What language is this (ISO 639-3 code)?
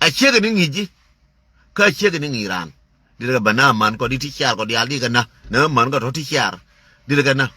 nus